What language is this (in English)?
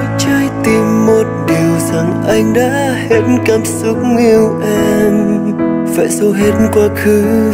Vietnamese